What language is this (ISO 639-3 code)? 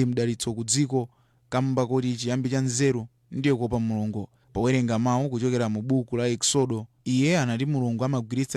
nya